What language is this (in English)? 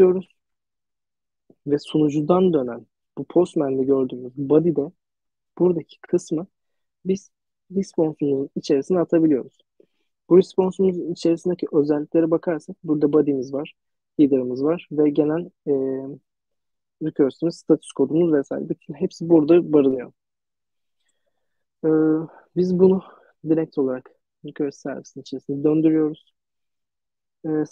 Turkish